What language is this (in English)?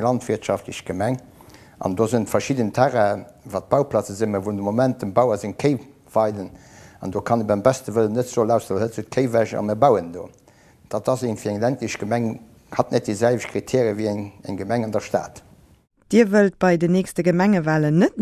Luxembourgish